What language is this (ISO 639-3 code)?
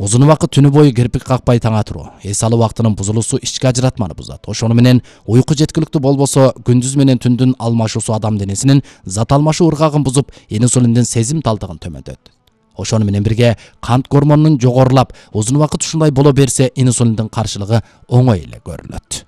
kir